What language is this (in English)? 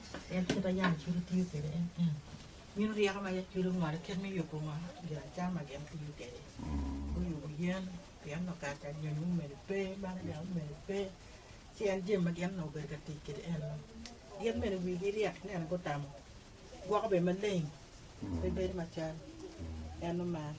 Acoli